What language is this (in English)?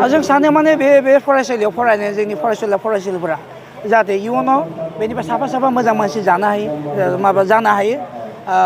Bodo